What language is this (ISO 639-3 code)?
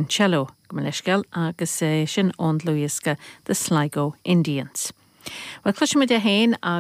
gle